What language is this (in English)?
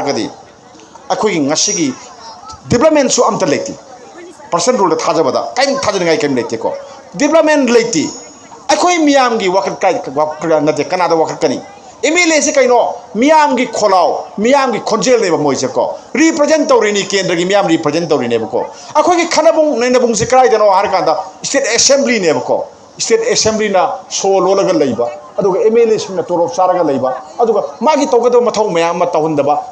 Manipuri